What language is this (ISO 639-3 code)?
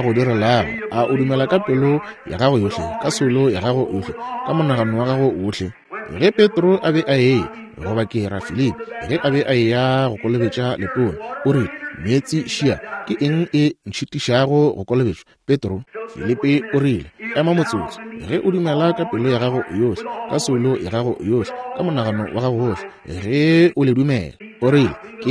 nso